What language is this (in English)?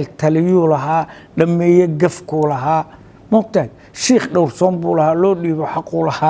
Somali